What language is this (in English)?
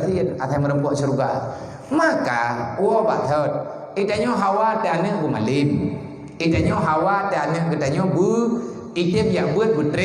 Achinese